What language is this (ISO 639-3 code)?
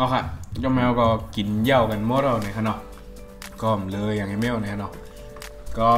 shn